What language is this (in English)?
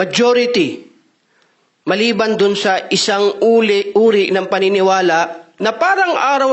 Maranao